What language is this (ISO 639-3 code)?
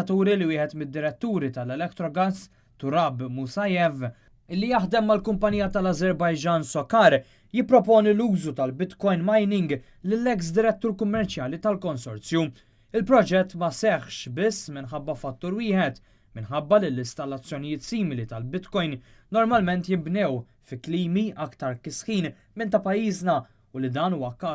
mlt